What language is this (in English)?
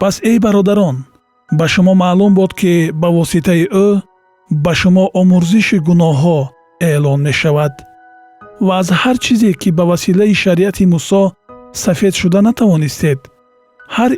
Tajik